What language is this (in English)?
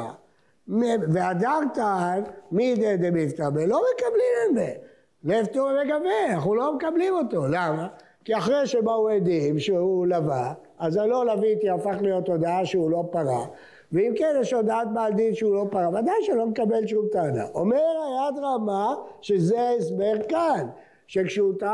Hebrew